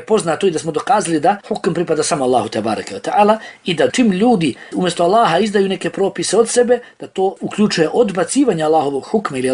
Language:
Bosnian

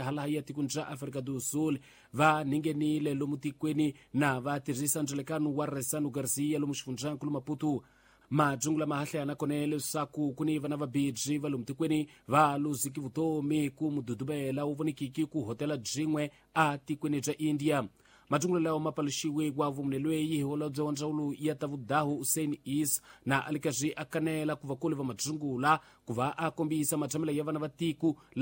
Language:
Tsonga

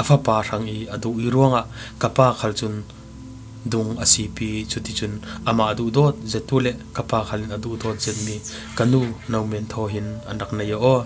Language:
Falam Chin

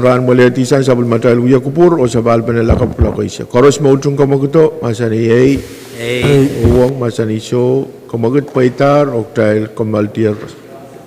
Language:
Pohnpeian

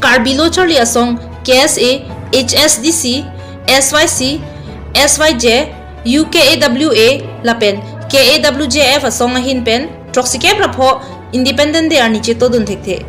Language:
Karbi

